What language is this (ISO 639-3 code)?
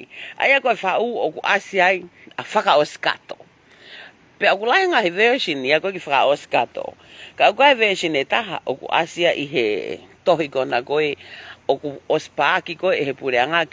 ton